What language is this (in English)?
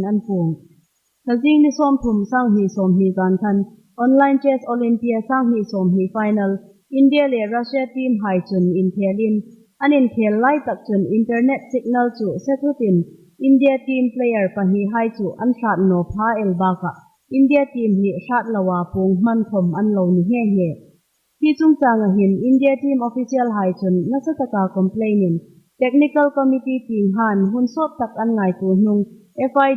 Hmar